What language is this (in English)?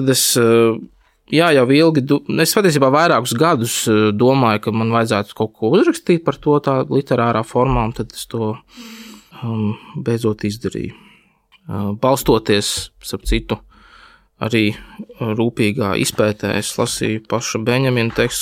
Latvian